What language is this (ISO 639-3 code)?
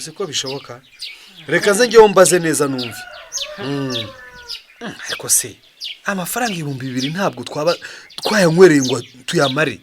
kin